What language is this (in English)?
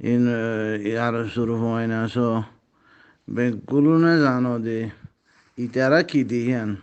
Rohingya